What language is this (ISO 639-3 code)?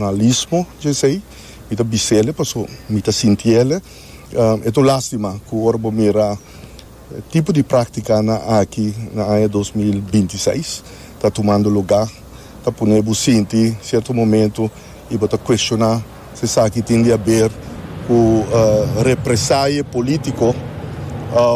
pap